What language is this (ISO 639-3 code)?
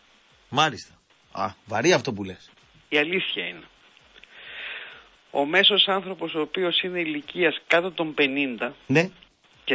ell